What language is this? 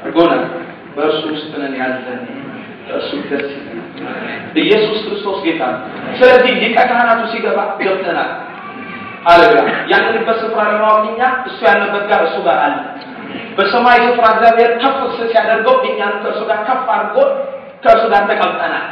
Amharic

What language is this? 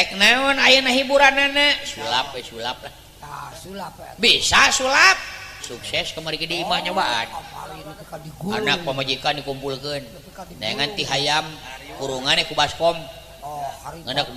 Sundanese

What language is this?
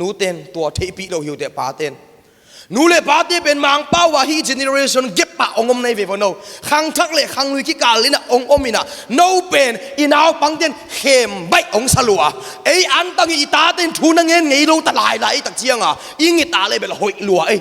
Tedim Chin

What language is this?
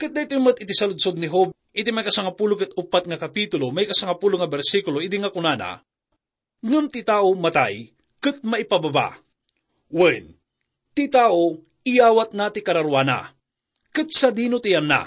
Iloko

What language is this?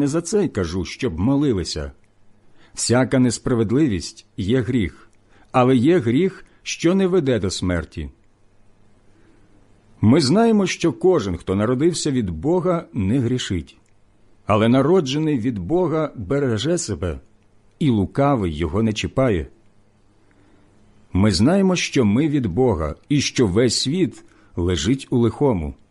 Ukrainian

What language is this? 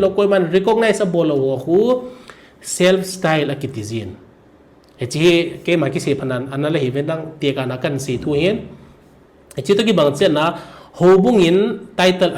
Thado Chin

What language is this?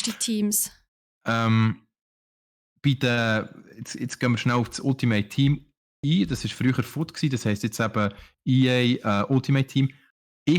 Swiss German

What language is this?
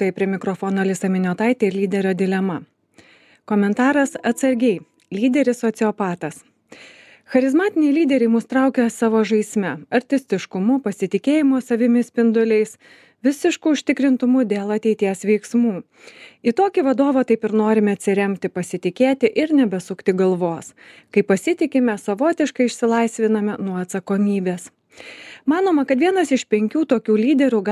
Lithuanian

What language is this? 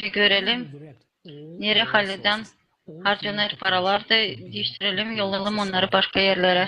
Gagauz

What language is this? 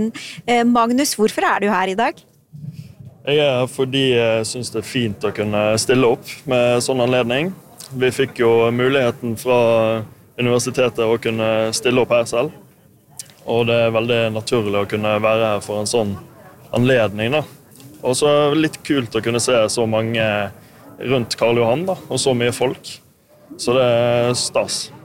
Norwegian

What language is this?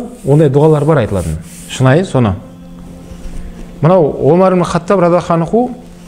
Kazakh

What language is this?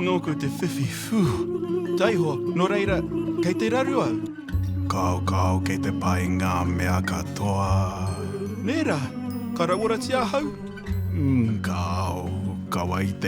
Māori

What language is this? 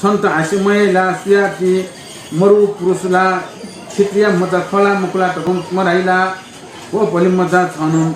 Newari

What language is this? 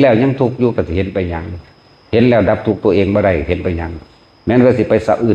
Northeastern Thai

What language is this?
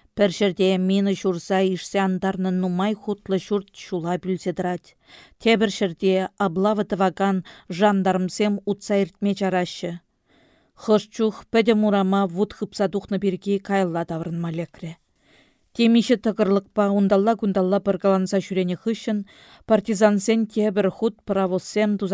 Chuvash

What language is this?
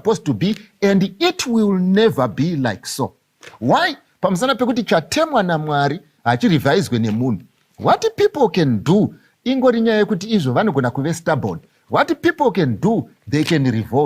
Shona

